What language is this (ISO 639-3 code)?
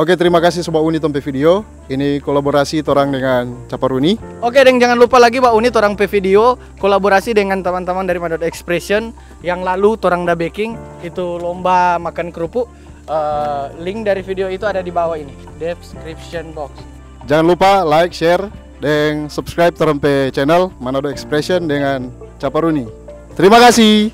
xmm